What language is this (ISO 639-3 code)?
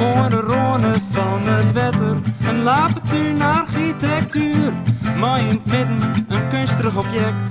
fry